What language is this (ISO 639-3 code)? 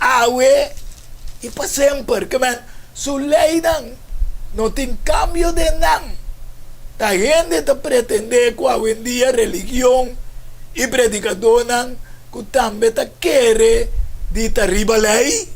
pap